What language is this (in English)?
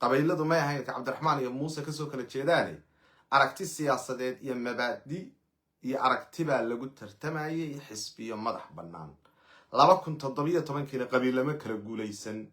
Somali